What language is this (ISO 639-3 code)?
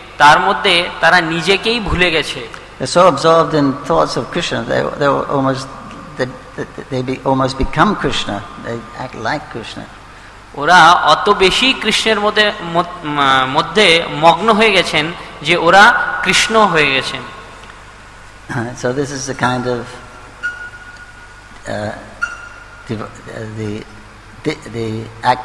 ben